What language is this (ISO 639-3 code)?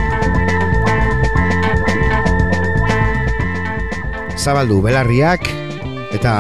eus